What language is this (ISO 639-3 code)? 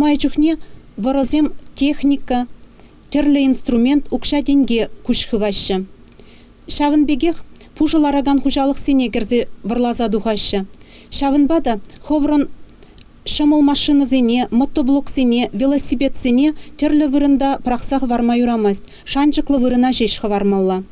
chv